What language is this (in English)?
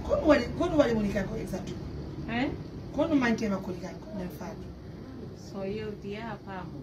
Pular